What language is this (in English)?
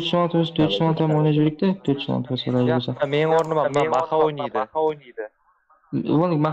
Kara-Kalpak